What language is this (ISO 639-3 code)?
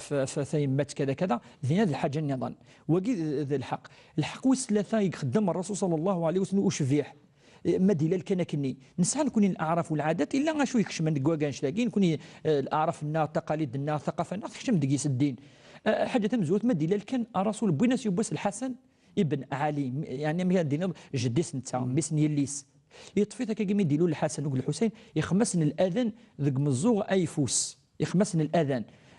kab